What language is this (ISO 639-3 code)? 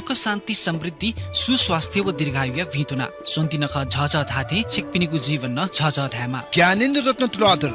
new